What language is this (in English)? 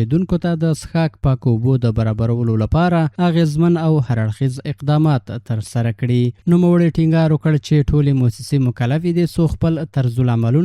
Pashto